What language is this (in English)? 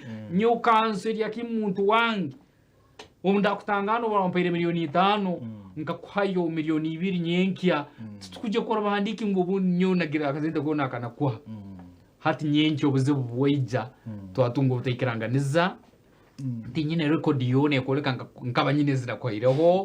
Nyankole